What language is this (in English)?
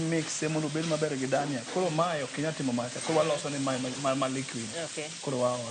Luo (Kenya and Tanzania)